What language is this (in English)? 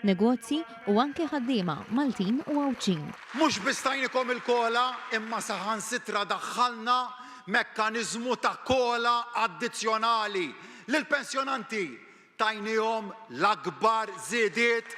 Maltese